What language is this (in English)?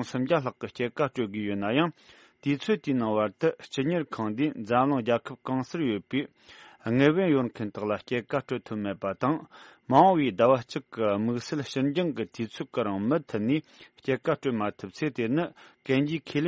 Tibetan